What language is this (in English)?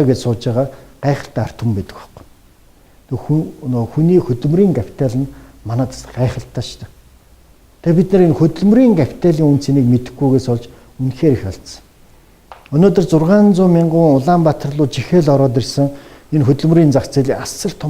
Mongolian